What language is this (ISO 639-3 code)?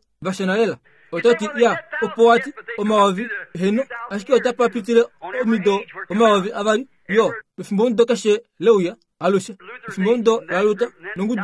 kua